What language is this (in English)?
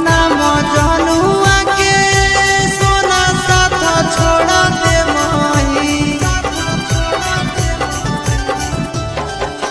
Bhojpuri